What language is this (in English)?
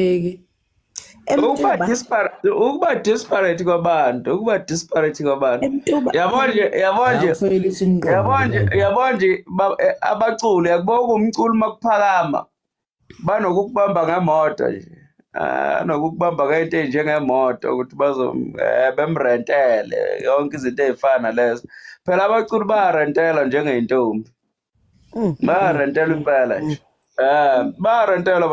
Zulu